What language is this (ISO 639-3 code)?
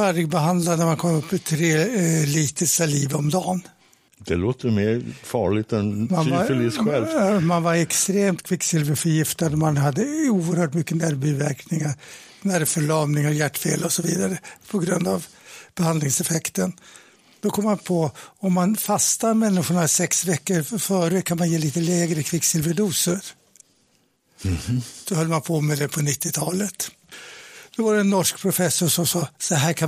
swe